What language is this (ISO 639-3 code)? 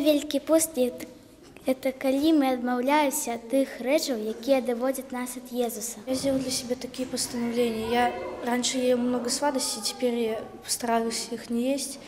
bel